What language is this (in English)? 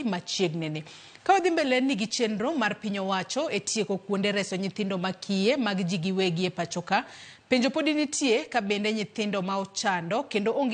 Luo (Kenya and Tanzania)